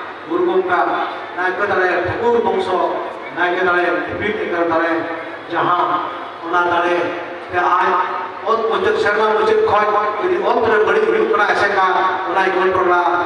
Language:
Santali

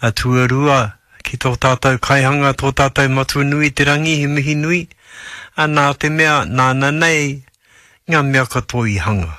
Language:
Māori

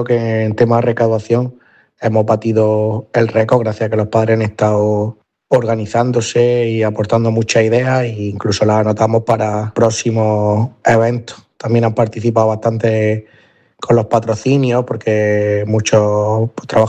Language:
Spanish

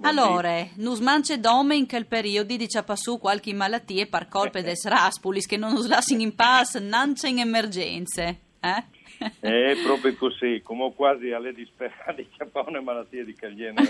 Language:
Friulian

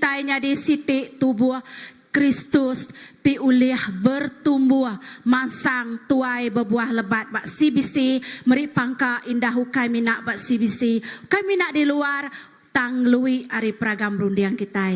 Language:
Iban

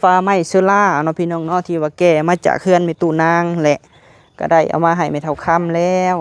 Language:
Lao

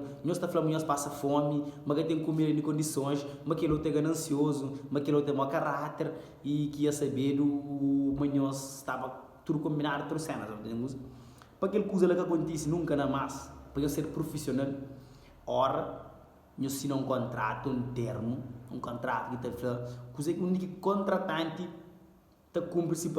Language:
Kabuverdianu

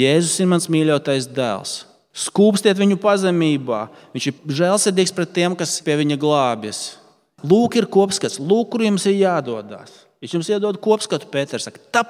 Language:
Latvian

